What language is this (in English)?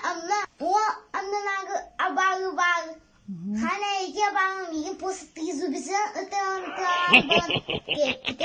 Yakut